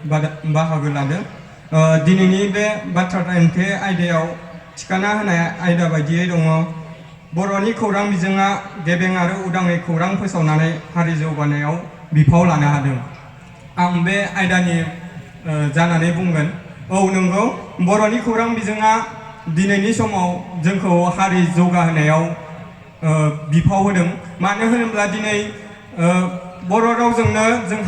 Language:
Bodo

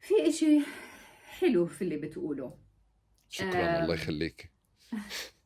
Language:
North Levantine Arabic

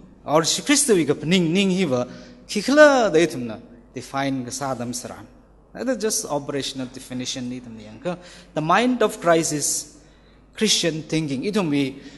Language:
Tangkhul Naga (India)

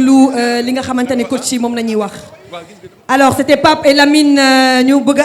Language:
Wolof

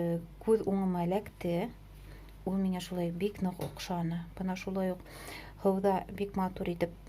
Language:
Bashkir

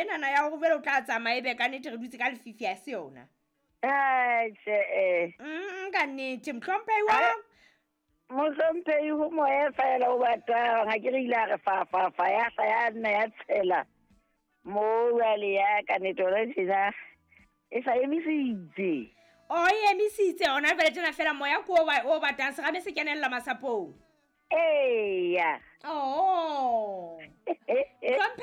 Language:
Southern Sotho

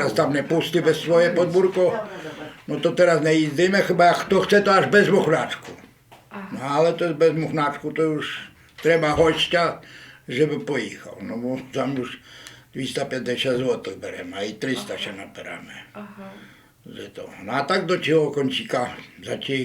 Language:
Rusyn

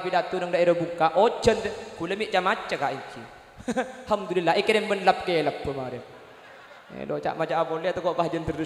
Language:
Madurese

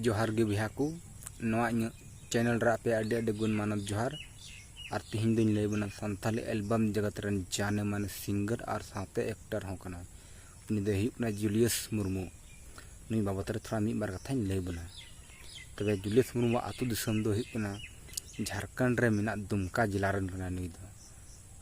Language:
Santali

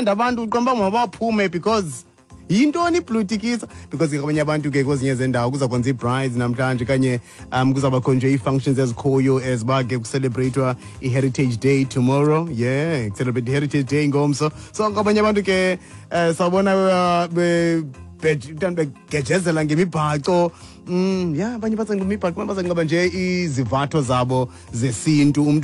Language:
Xhosa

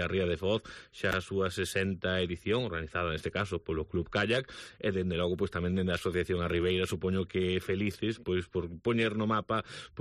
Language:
Galician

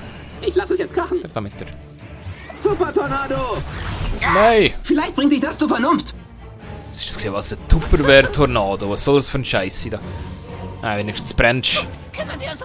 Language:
Swiss German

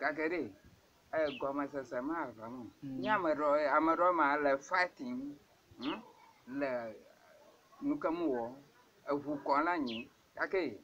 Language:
Ewe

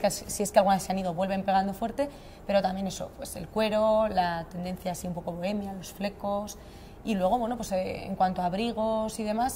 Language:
Spanish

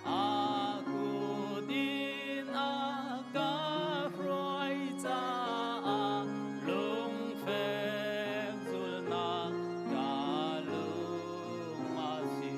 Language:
Hakha Chin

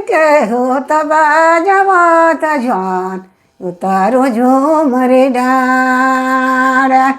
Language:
Sadri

